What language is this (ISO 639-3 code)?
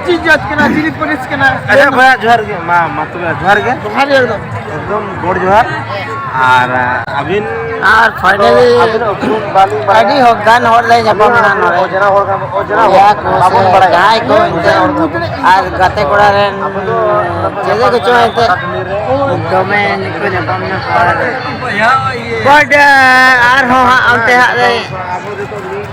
sat